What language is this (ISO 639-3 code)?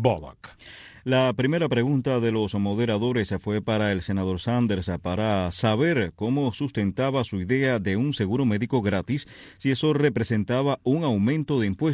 spa